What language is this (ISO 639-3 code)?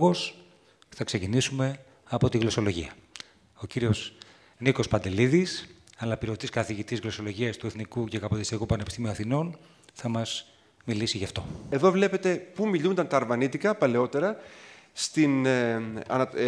ell